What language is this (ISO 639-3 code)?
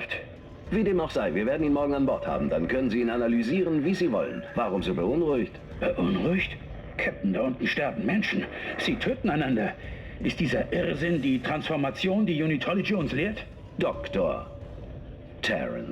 bar